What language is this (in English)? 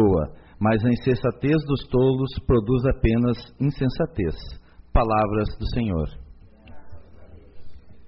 Portuguese